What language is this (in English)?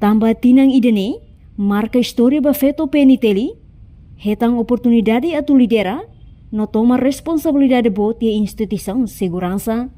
Tetum